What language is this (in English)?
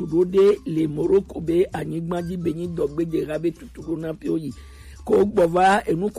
Gen